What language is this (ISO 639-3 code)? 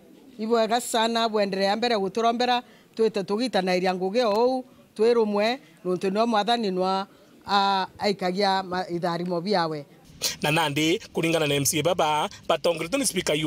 mer